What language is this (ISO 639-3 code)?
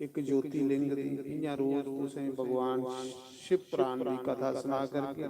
doi